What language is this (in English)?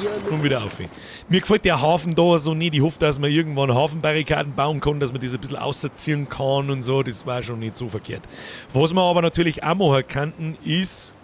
Bavarian